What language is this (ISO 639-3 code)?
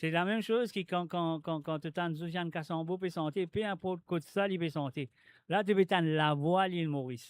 mfe